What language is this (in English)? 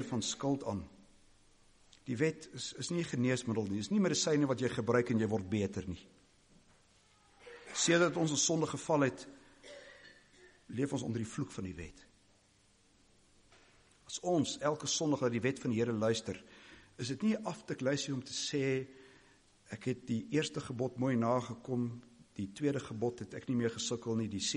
Afrikaans